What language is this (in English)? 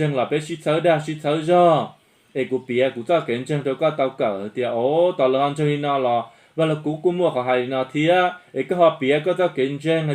Hmong